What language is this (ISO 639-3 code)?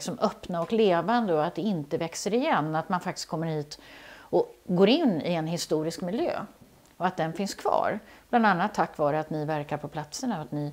swe